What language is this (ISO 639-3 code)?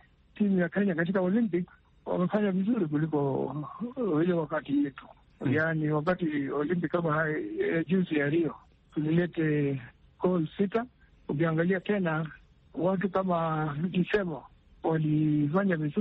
swa